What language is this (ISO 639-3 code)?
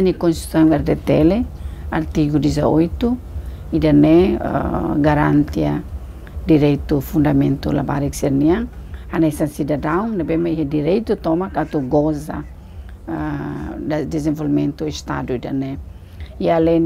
tet